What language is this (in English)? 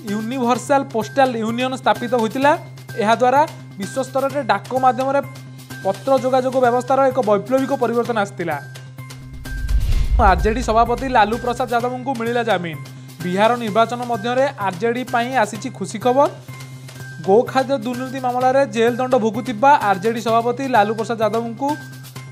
Odia